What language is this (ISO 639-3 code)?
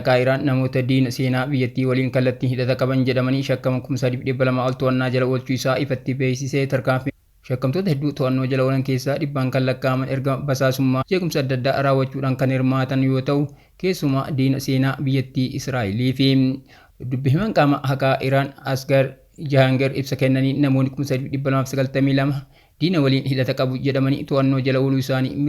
orm